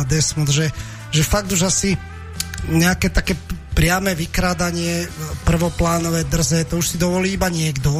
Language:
Slovak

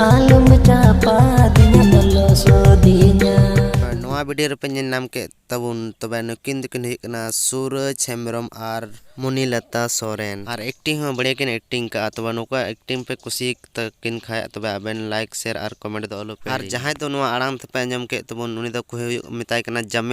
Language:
Santali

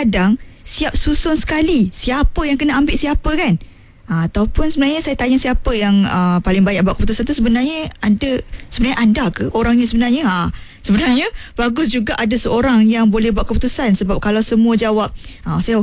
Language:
Malay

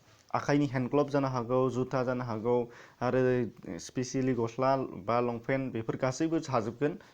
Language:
Bodo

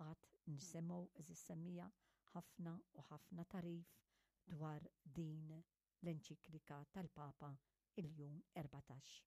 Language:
Maltese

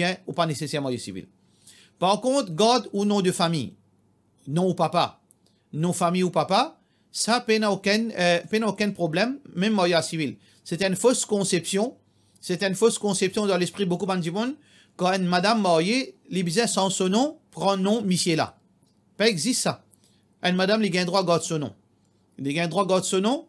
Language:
Morisyen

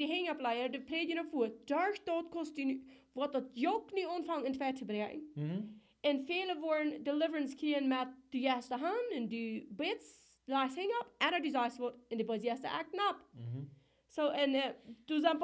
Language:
Plautdietsch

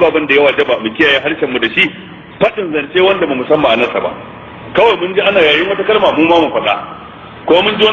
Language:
Hausa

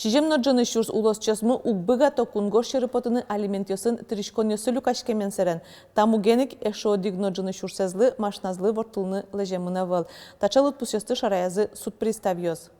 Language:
Udmurt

